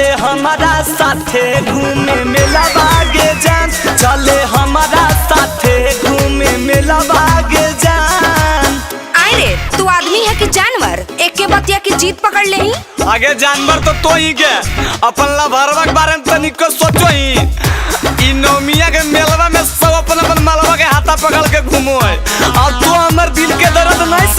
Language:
Magahi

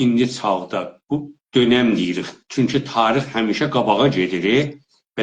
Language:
South Azerbaijani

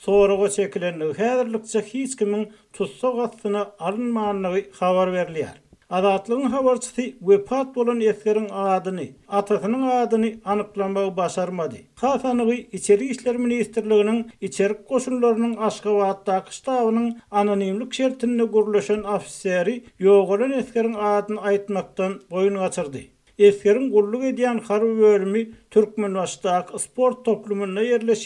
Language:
Turkmen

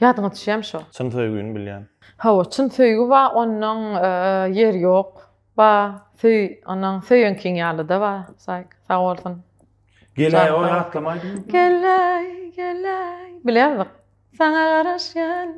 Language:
Turkmen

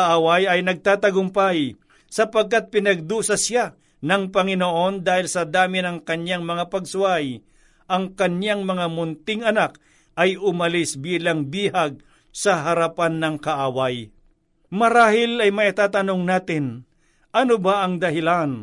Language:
Filipino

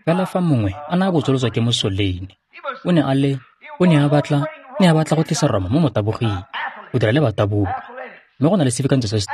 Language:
Tswana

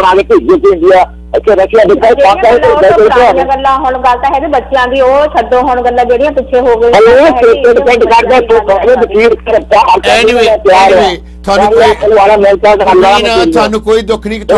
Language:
Punjabi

